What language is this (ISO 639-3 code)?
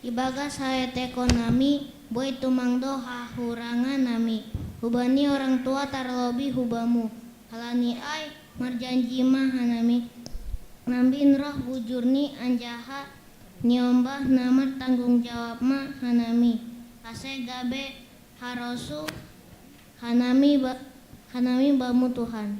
bts